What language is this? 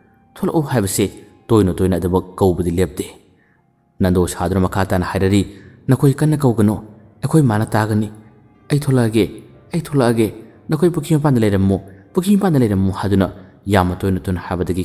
Manipuri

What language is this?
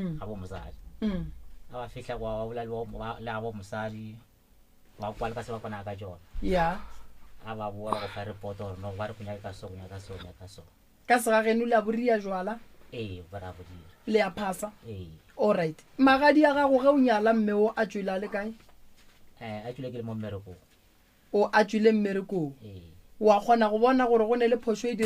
Northern Sotho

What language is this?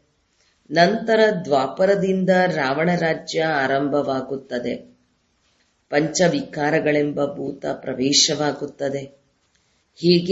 Kannada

